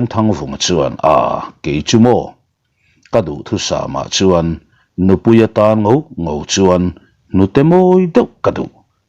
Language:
Mizo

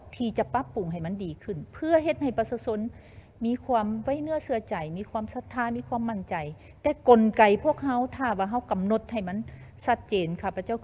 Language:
Lao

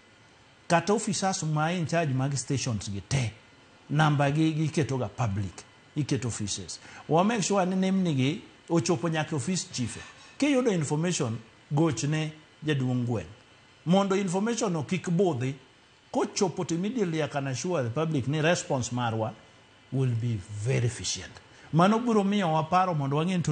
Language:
Luo (Kenya and Tanzania)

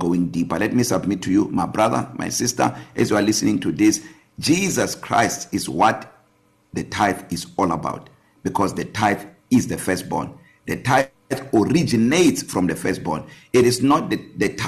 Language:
English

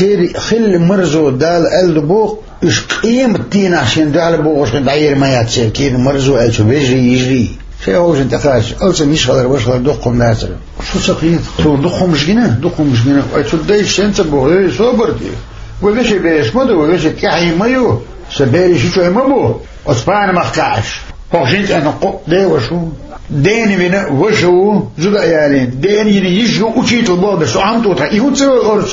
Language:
Chechen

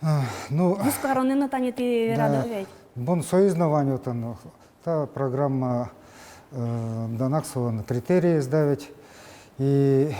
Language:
Udmurt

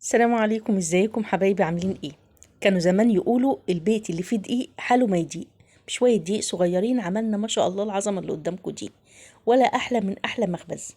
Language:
Egyptian Arabic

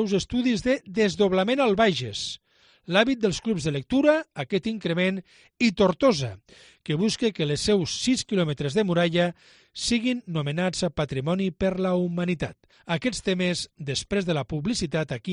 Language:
Catalan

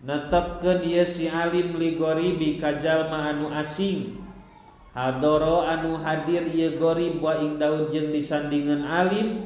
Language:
Sundanese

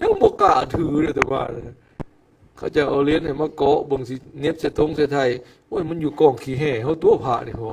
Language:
Lao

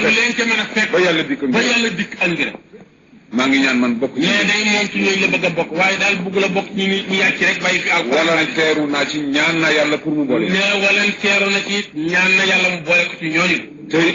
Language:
Wolof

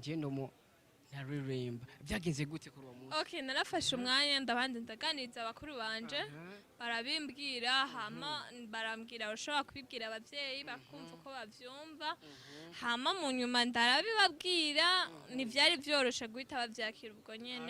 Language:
Rundi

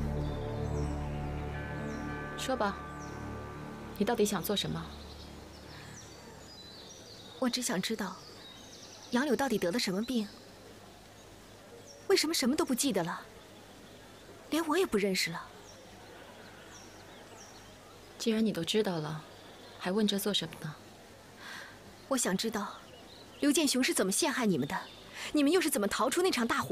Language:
Chinese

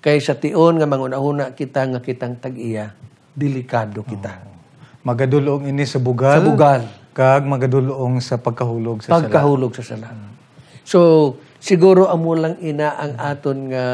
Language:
Hiligaynon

